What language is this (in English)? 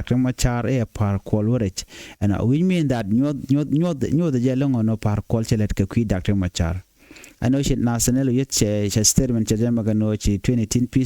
Nuer